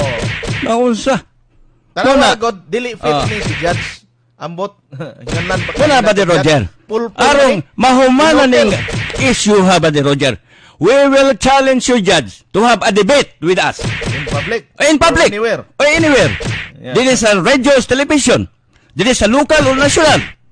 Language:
Cebuano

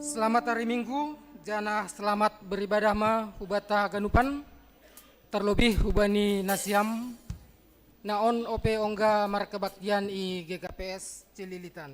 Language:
Batak Simalungun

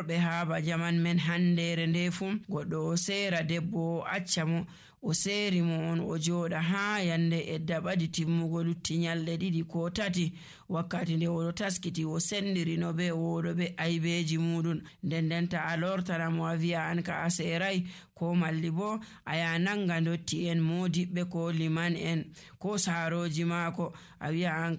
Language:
Nigerian Fulfulde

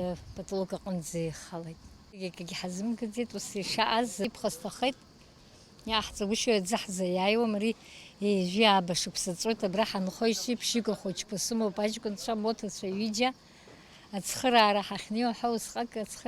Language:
Abkhazian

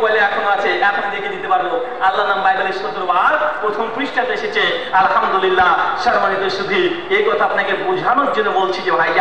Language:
Bangla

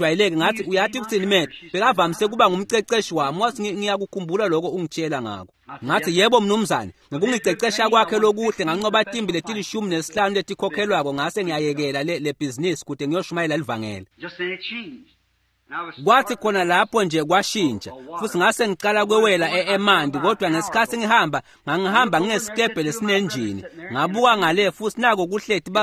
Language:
Swati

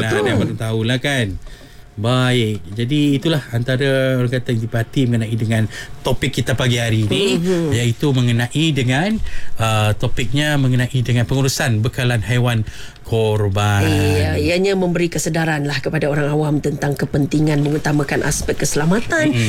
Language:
Malay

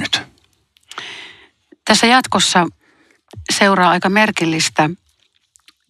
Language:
Finnish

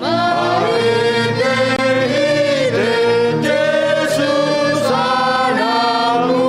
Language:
Batak Simalungun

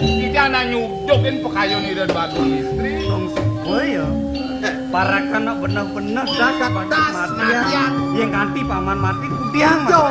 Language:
Balinese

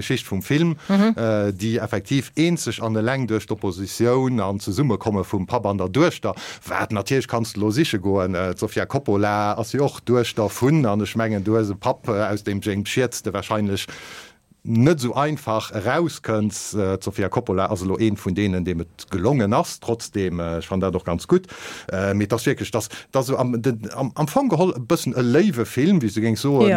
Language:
Luxembourgish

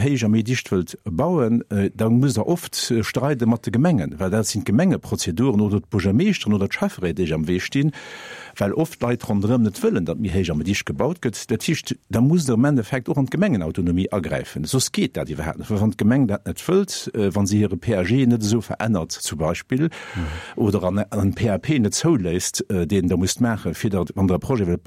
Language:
Luxembourgish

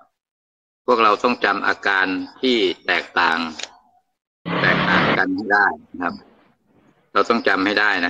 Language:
Thai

